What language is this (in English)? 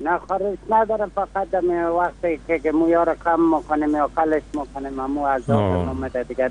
Persian